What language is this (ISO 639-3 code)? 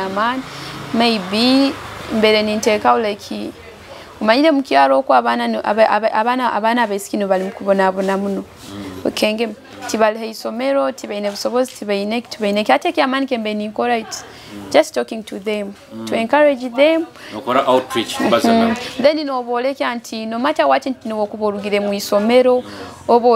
nyo